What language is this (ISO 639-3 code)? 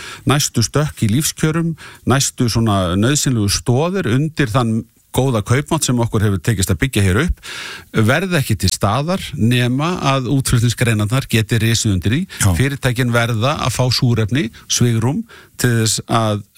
isl